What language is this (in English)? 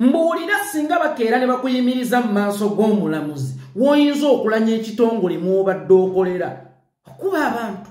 Ganda